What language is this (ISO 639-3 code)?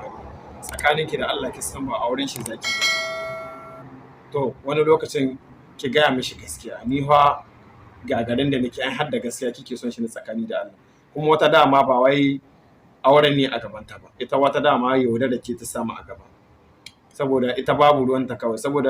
hau